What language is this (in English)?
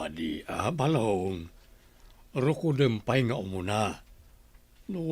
Iloko